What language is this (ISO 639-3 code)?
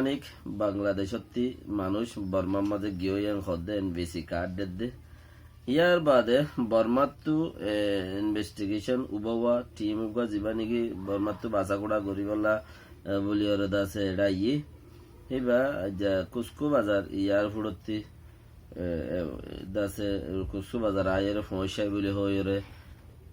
rhg